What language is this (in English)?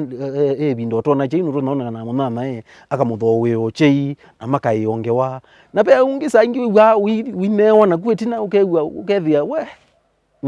Kamba